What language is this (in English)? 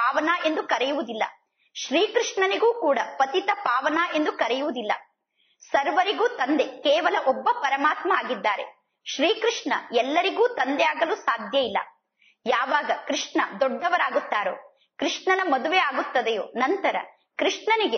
Kannada